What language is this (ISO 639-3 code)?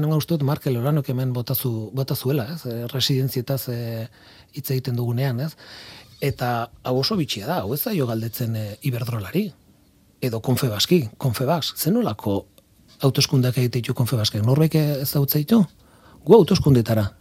eus